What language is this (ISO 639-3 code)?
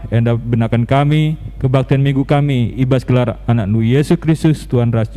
btx